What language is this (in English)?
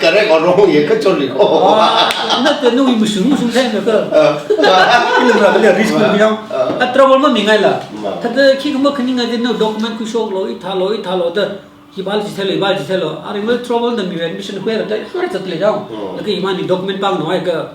Tangkhul Naga (India)